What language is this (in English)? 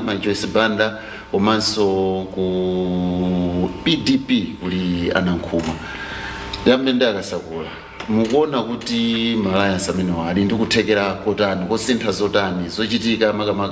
Nyanja